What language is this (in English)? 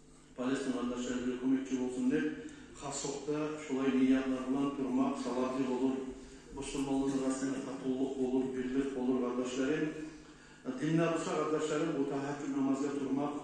Kumyk